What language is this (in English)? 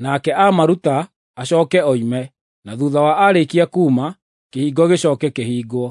Kikuyu